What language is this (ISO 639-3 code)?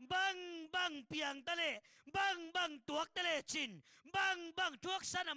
ctd